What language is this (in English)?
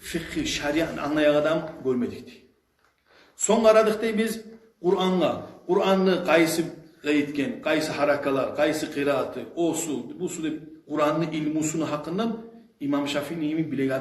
Kumyk